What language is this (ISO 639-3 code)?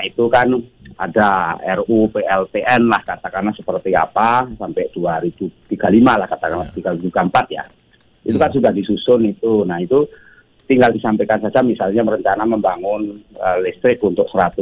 ind